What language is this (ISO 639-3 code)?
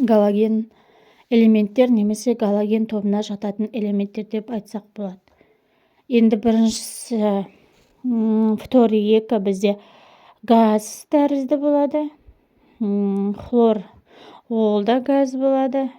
kaz